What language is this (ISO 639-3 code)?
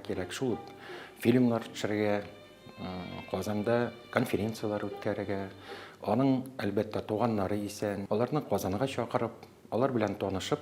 tat